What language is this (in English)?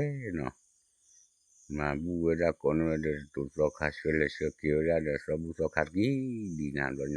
S'gaw Karen